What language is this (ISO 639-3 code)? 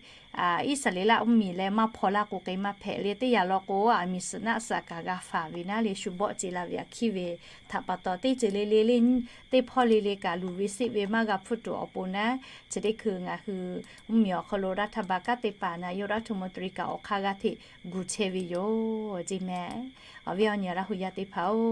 lhu